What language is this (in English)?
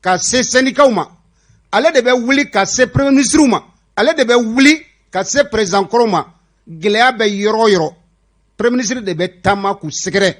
Bambara